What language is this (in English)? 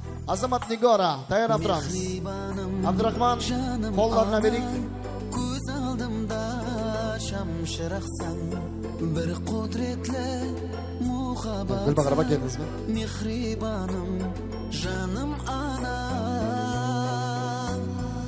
Kara-Kalpak